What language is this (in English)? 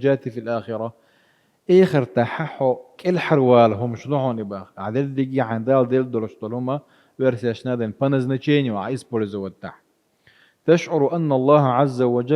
Chechen